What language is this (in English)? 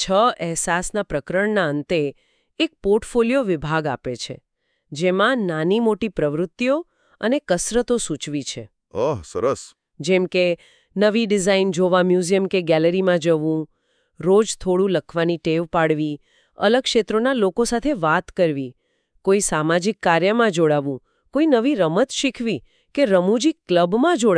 Gujarati